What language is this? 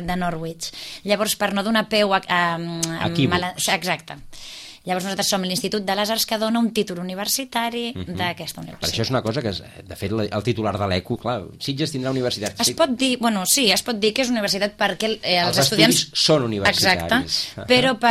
Catalan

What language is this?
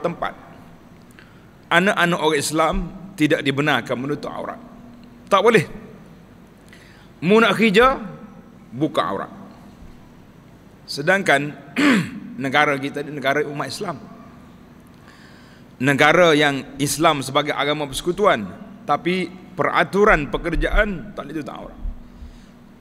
Malay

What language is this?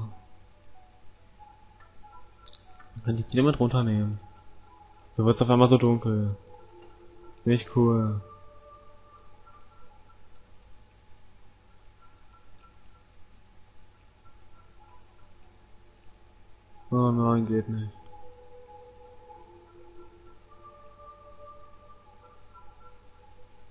German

